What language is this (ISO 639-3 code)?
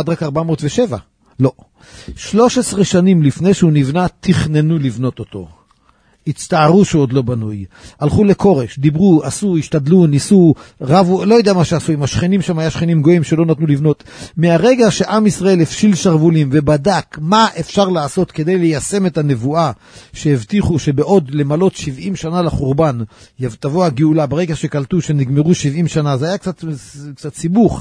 heb